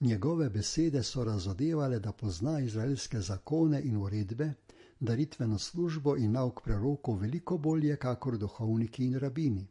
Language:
Slovenian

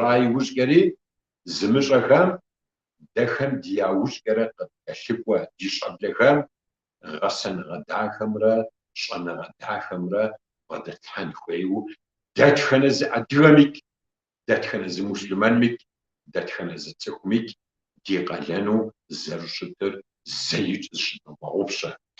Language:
Kabardian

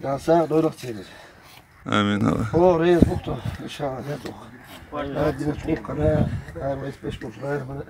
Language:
Chechen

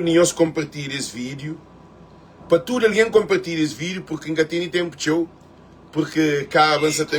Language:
Kabuverdianu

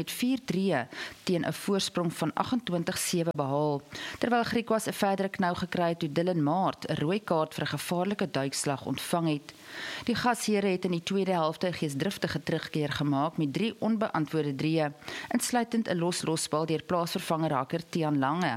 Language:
Afrikaans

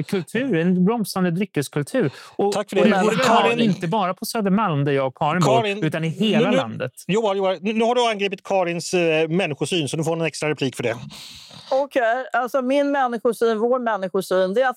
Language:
Swedish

